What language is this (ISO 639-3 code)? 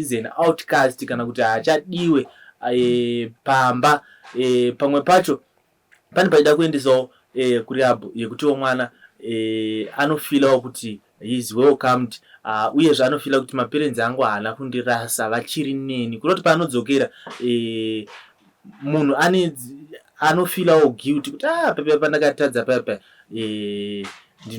sna